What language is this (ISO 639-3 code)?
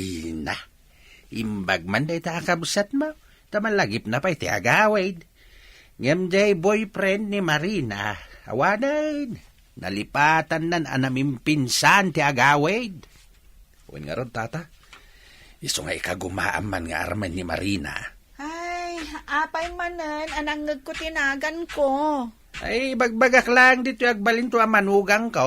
ilo